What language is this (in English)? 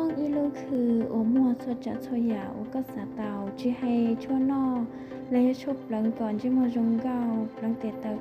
Hmong